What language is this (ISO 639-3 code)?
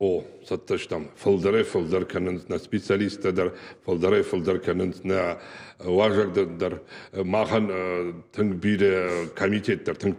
oss